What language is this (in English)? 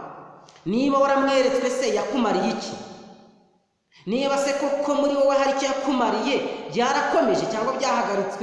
Kinyarwanda